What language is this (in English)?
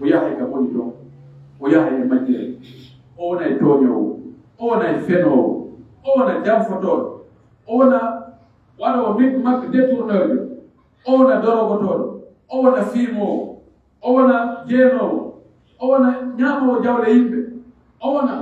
Pular